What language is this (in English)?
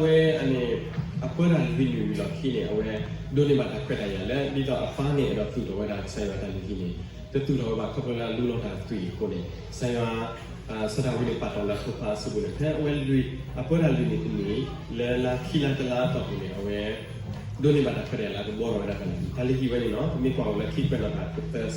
S'gaw Karen